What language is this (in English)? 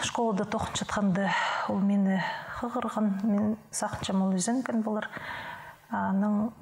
Khakas